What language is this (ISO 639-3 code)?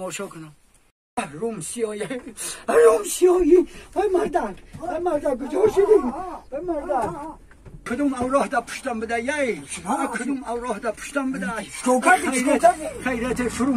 tgk